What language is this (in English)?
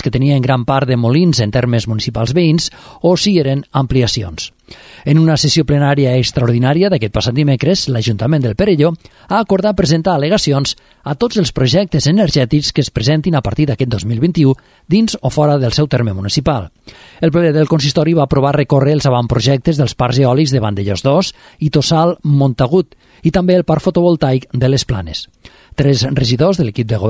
Catalan